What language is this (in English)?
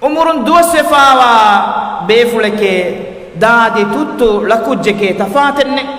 Divehi